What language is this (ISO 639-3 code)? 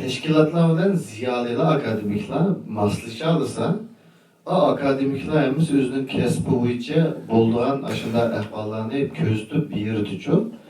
uig